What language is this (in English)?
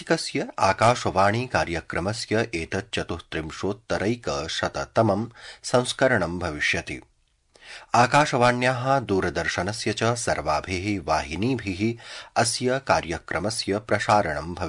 Sanskrit